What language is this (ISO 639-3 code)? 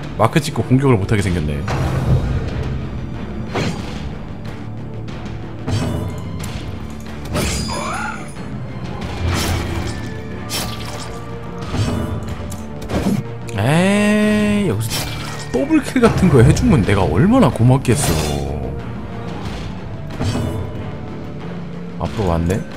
kor